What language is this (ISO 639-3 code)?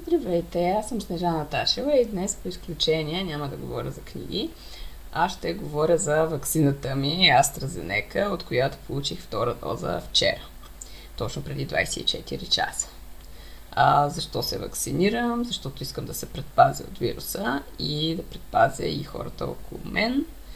bul